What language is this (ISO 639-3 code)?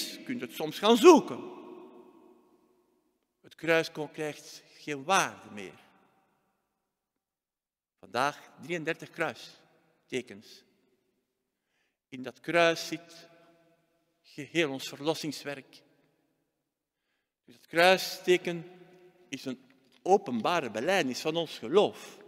nld